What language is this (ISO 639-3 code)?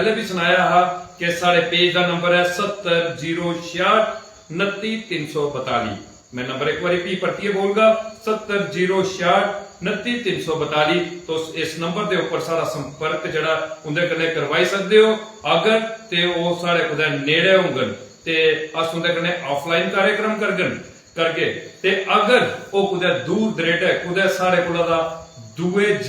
doi